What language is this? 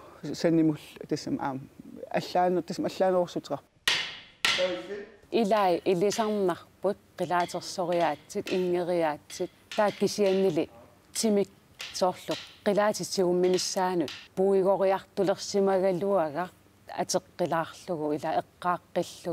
Kalaallisut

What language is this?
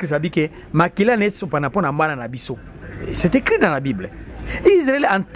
Lingala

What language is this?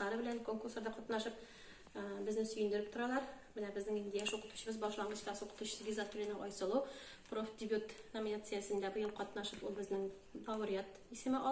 Tatar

